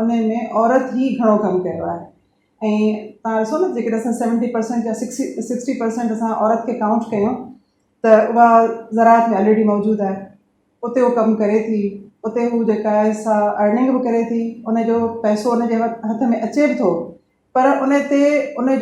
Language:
Sindhi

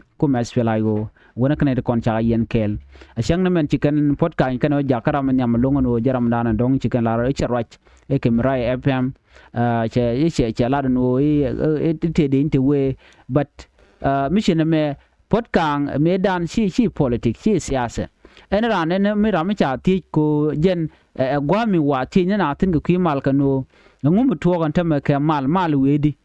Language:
Nuer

